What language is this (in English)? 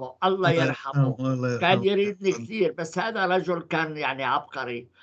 North Levantine Arabic